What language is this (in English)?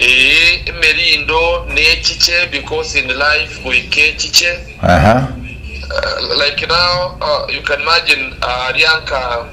Gusii